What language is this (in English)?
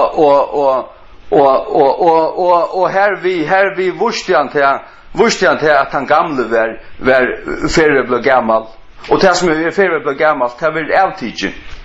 Faroese